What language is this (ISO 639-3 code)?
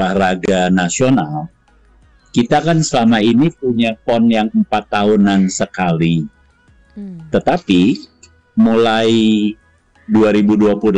ind